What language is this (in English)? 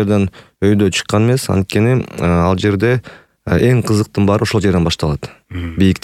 Kyrgyz